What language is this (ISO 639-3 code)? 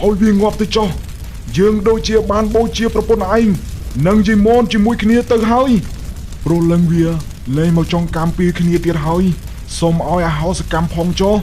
khm